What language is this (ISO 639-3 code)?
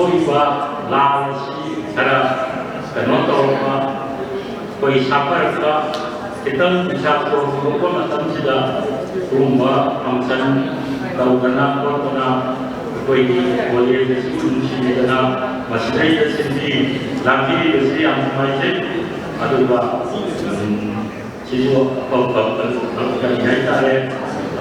mni